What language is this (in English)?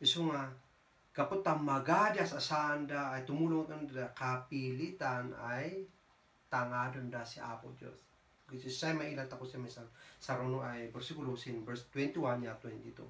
Kankanaey